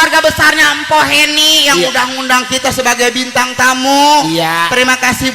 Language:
Betawi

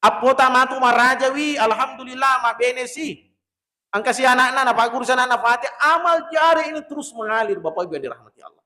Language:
Buginese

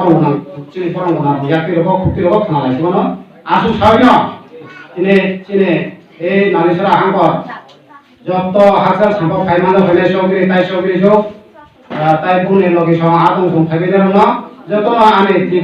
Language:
Kok Borok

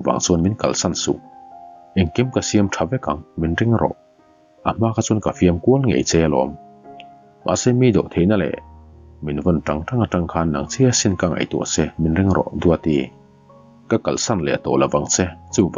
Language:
Mizo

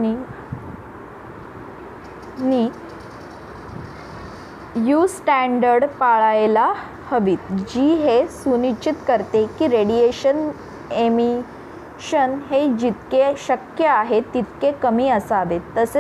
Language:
Marathi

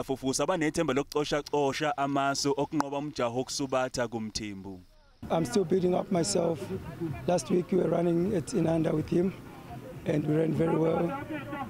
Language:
Zulu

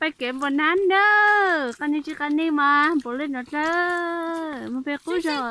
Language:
Hmong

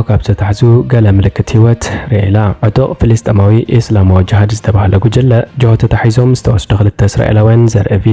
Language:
Tigrinya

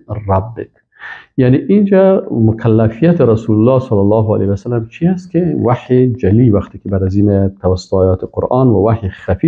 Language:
Persian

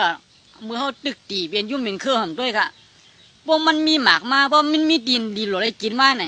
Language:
Shan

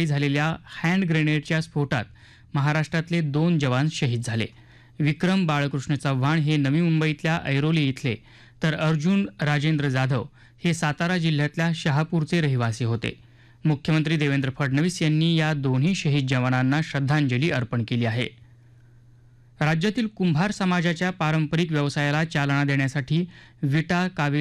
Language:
Marathi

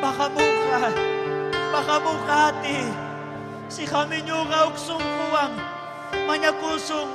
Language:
Ayacucho Quechua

